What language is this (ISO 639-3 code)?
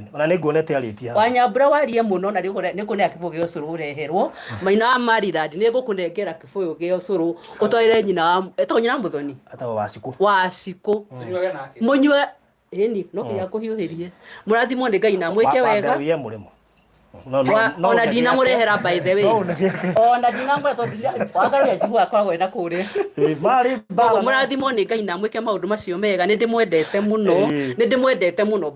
kik